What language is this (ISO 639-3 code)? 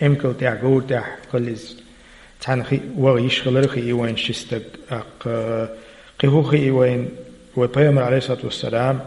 che